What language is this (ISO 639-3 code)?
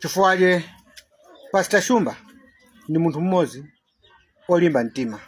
nya